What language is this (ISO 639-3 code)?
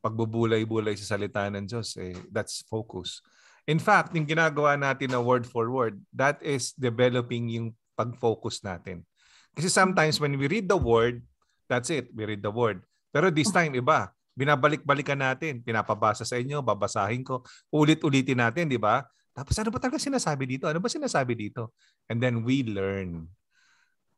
fil